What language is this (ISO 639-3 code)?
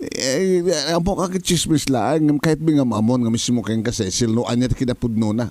ilo